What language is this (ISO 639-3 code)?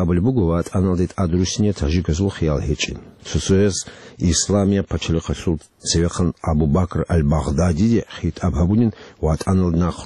ava